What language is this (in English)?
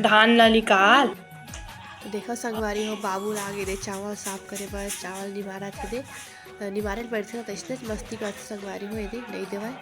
Chhattisgarhi